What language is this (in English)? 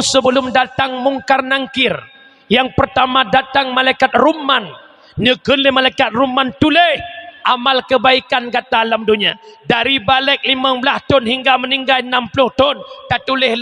Achinese